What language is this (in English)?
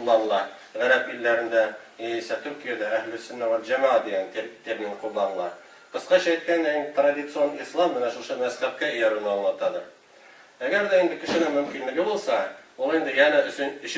Tatar